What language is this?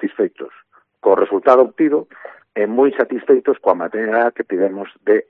Galician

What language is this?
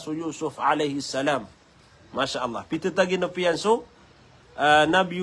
Maranao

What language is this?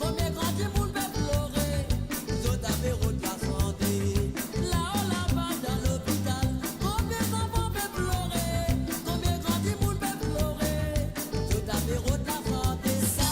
Morisyen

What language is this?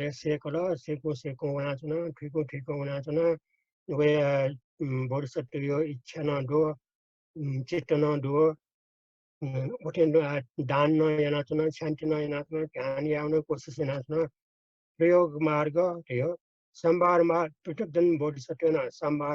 Newari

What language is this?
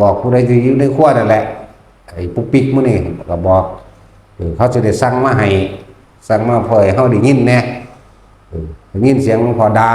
Northeastern Thai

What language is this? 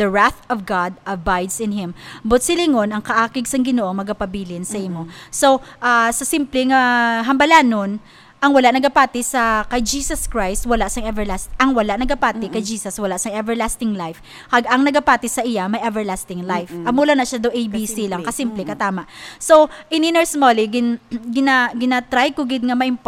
Hiligaynon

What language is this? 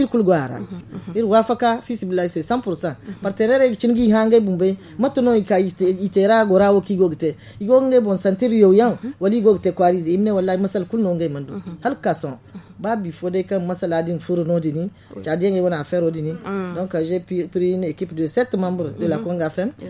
Zarma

